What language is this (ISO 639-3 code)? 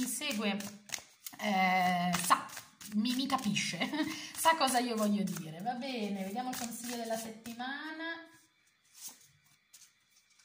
ita